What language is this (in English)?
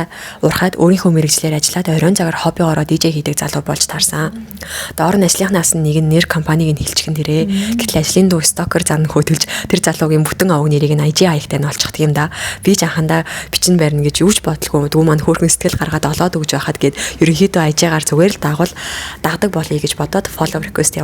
Mongolian